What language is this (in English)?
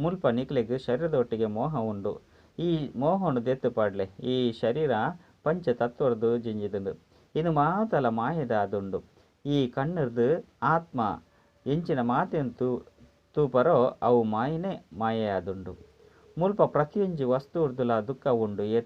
Tulu